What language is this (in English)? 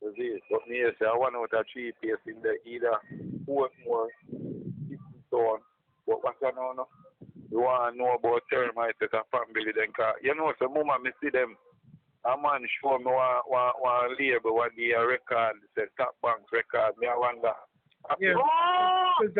Jamaican Creole English